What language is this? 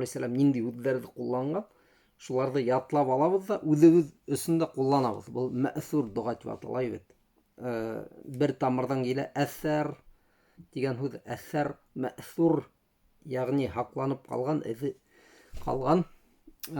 Bashkir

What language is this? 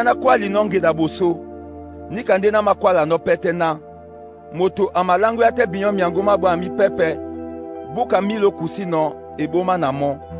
Duala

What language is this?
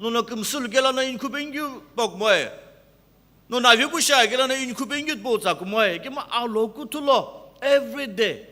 Sumi Naga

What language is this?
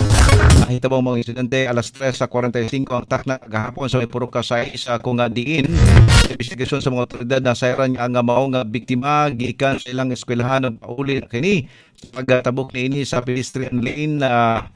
Cebuano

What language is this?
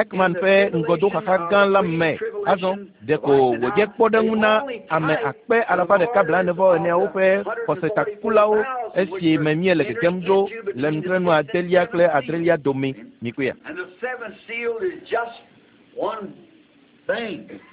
Ewe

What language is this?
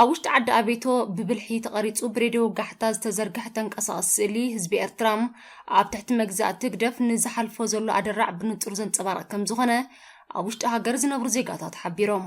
Tigrinya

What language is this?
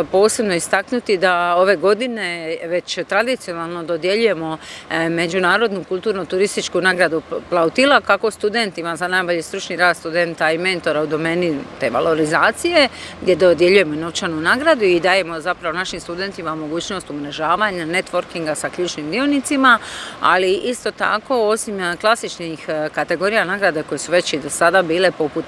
Croatian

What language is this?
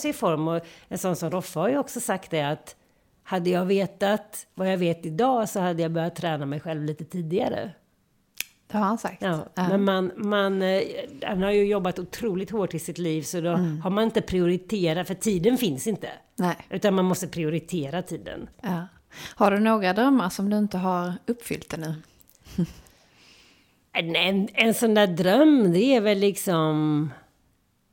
Swedish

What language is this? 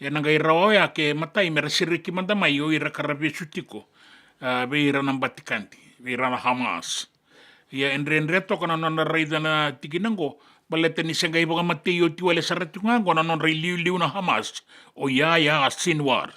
Fijian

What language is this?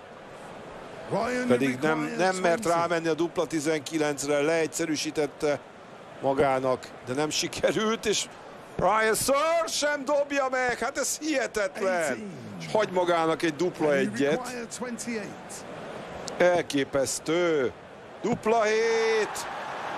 Hungarian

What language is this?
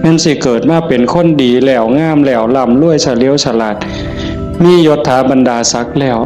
Northeastern Thai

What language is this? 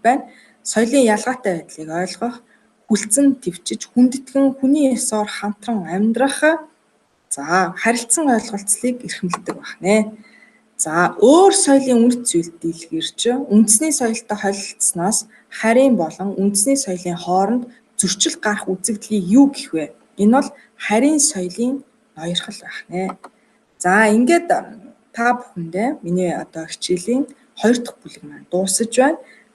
Mongolian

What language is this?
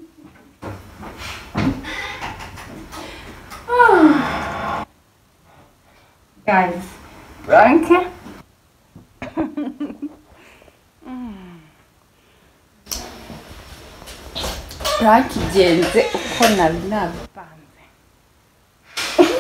Kinyarwanda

